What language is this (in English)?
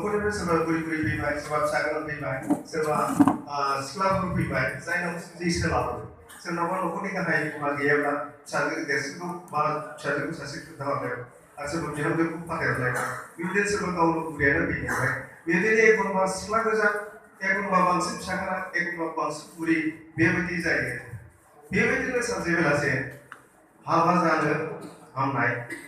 Bodo